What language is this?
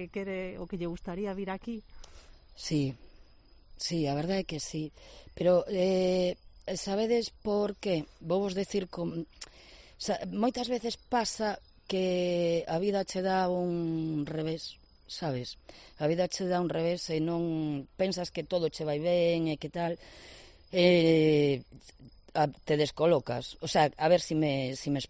Galician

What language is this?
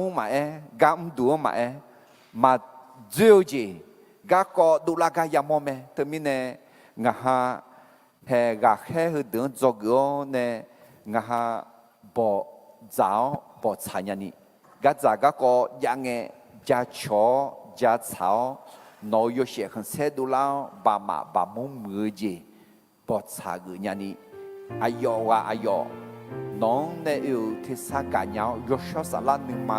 Akha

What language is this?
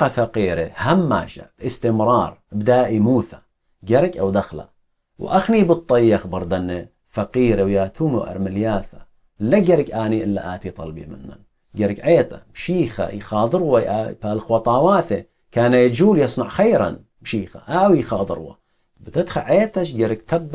Assyrian Neo-Aramaic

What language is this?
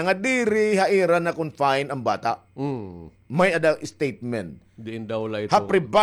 Waray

